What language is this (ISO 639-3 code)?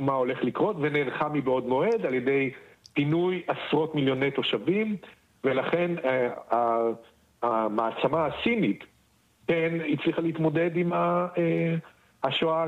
heb